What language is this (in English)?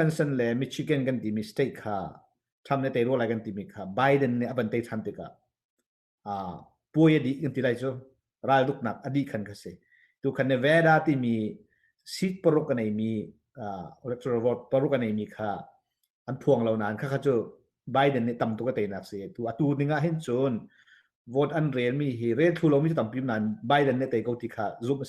Hakha Chin